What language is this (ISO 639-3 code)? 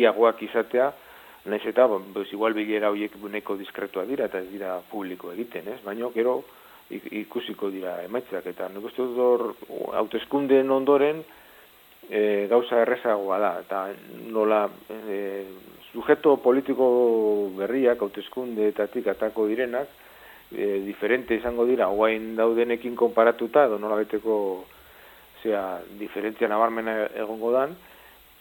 eus